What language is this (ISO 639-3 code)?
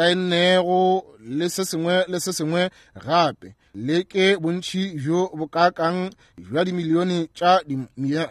nso